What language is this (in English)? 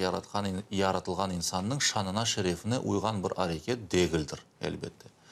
Crimean Tatar